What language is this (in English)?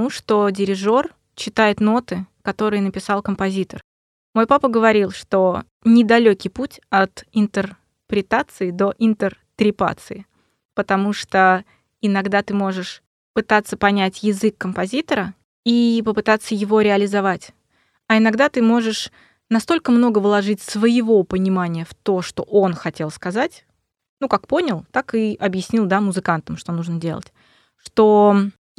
Russian